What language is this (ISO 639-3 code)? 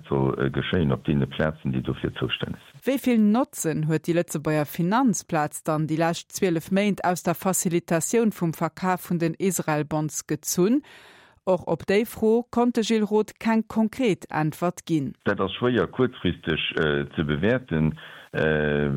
ltz